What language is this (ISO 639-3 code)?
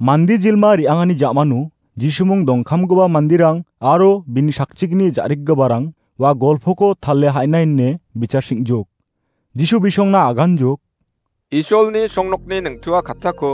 grt